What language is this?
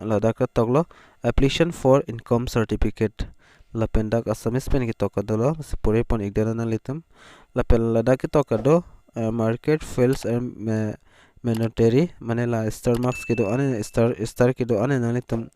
Karbi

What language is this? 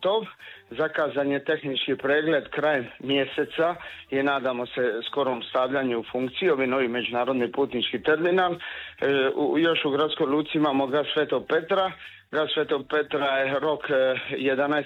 Croatian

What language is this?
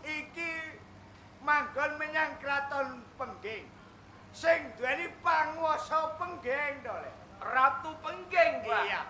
Javanese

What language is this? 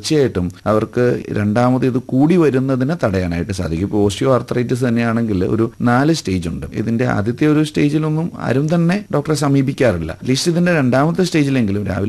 Malayalam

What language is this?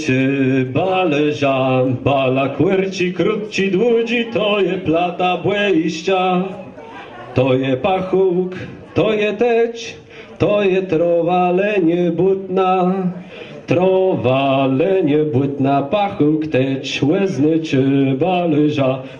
Kashubian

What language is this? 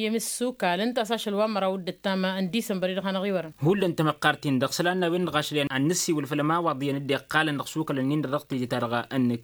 Tamasheq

